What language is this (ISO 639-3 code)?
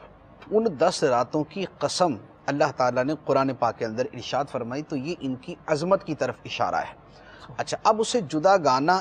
urd